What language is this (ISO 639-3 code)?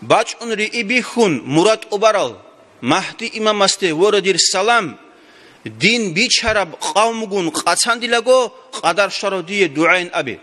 ava